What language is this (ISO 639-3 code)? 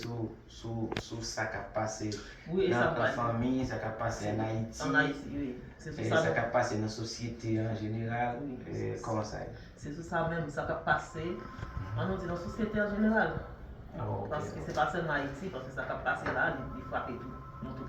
hat